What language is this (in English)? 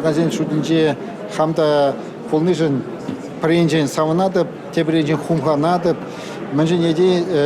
Chuvash